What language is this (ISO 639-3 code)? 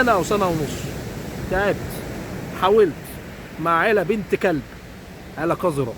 arz